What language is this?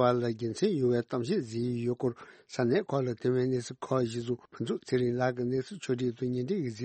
Tibetan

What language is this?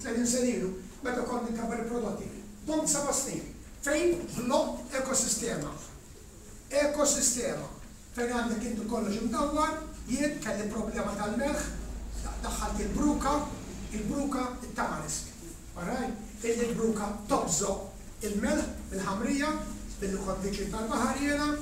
Maltese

